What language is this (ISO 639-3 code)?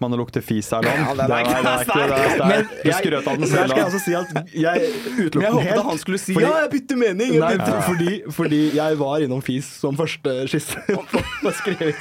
nor